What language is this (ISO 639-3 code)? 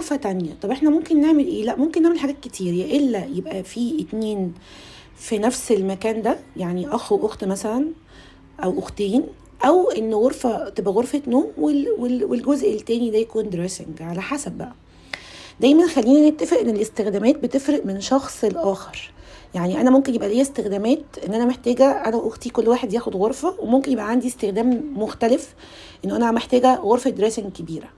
arz